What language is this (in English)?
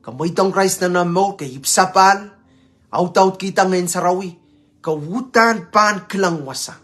Pohnpeian